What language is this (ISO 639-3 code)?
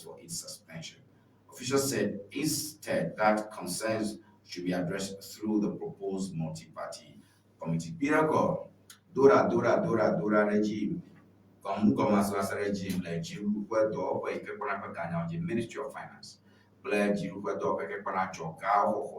ewe